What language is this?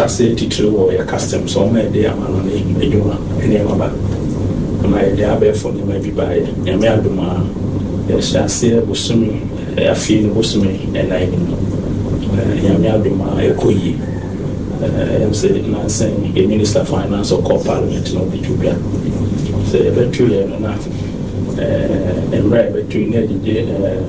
Akan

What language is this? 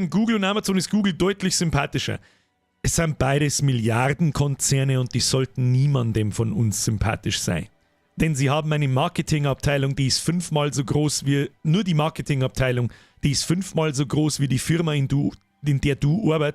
Bavarian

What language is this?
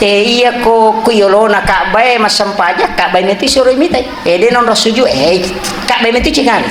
Buginese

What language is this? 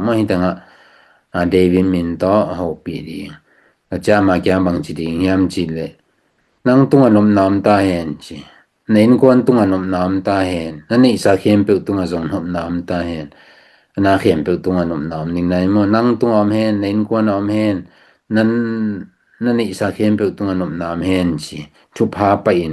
Tedim Chin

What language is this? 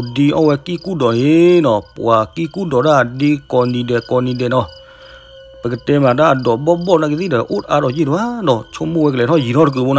S'gaw Karen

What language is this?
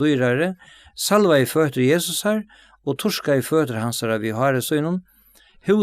Faroese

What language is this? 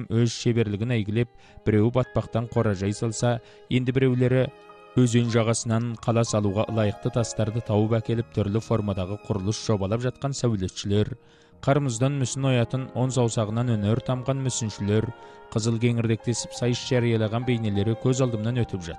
Kazakh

